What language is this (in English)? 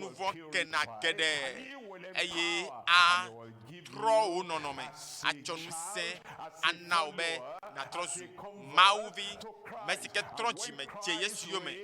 Ewe